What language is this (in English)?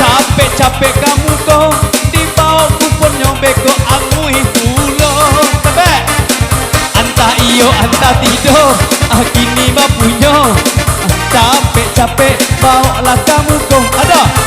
Minangkabau